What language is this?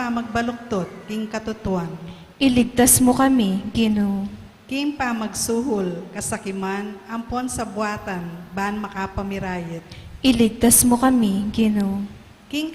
Pampanga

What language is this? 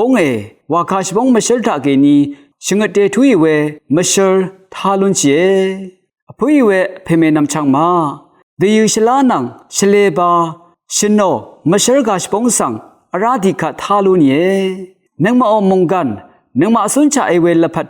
Rawang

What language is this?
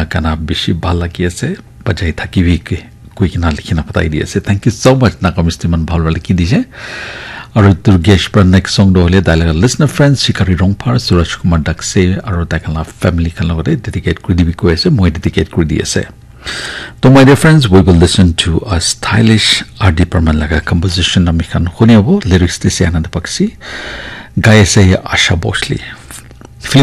Naga Pidgin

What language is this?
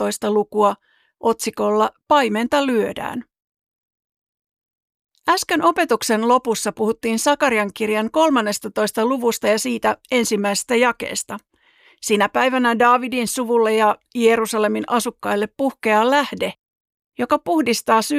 Finnish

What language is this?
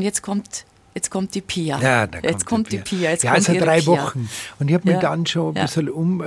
German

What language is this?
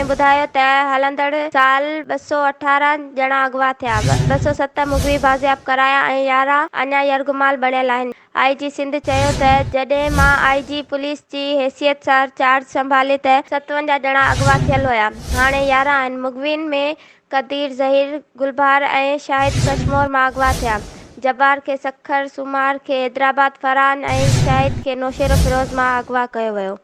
Sindhi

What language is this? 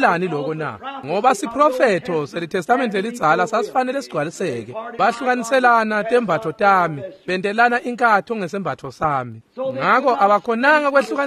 Swati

